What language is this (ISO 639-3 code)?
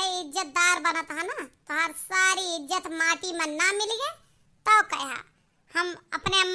awa